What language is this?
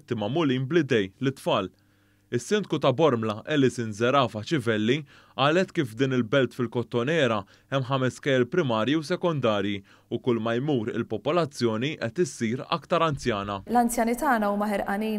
Maltese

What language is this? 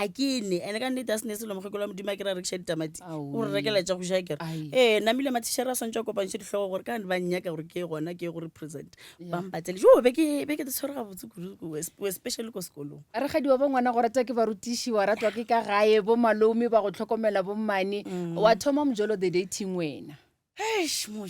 Northern Sotho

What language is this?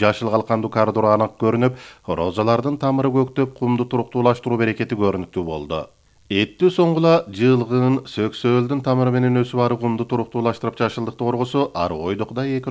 Kyrgyz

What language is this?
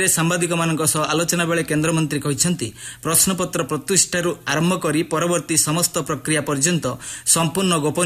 Odia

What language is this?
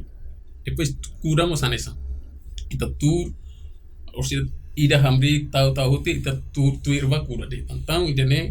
Tetum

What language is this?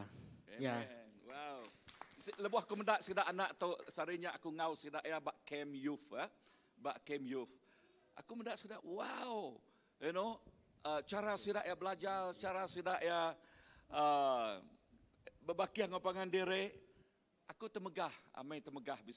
Iban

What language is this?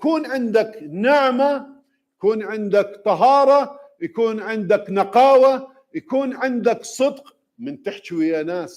Mesopotamian Arabic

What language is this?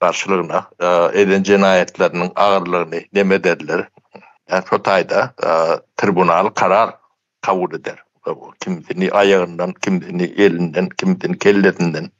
Turkmen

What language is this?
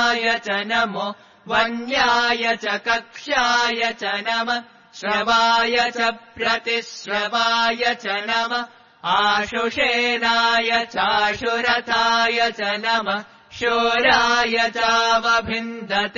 Sanskrit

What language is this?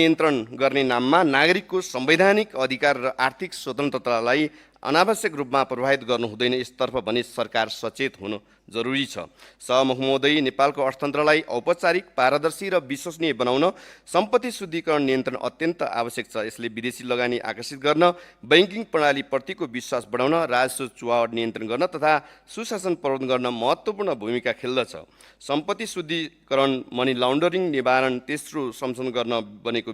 Nepali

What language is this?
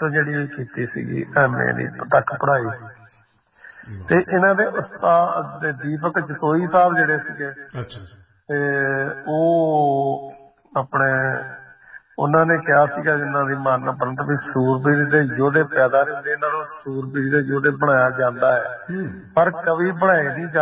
Punjabi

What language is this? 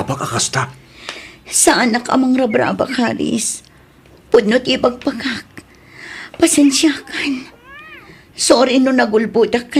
Iloko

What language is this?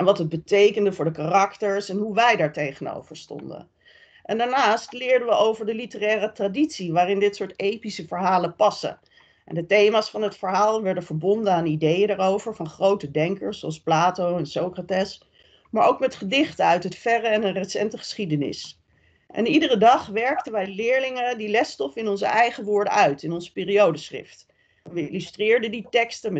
Dutch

